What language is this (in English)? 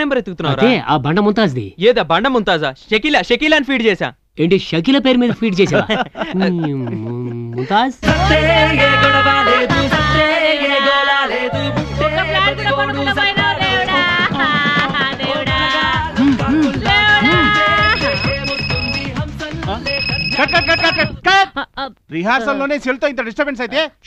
Telugu